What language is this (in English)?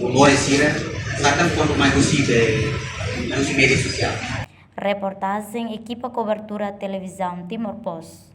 Tetum